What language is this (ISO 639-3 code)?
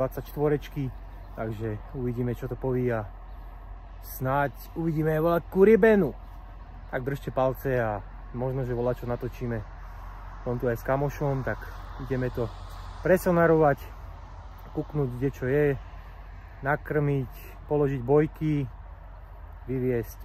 slk